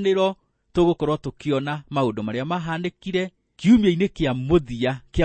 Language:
Kikuyu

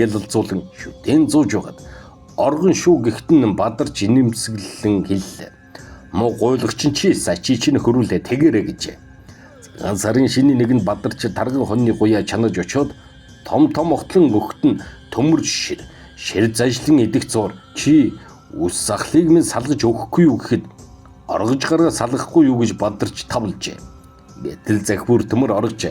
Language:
Mongolian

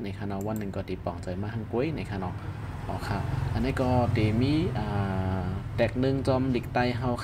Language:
Shan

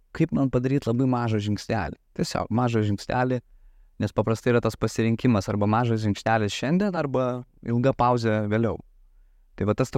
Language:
Lithuanian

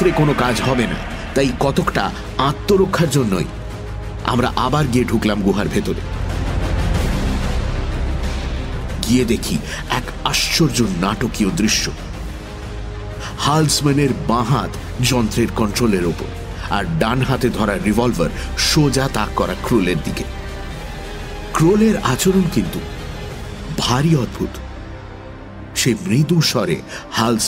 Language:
Bangla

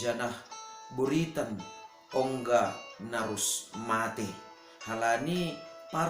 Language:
Batak Simalungun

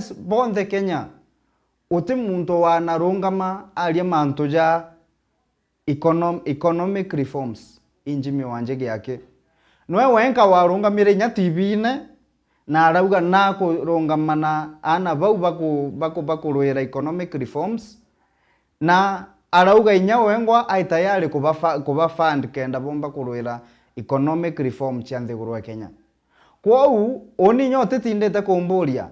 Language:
Meru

